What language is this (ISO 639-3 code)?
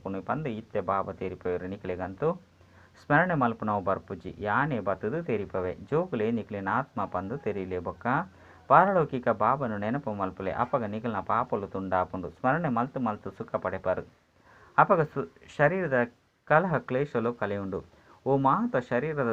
tcy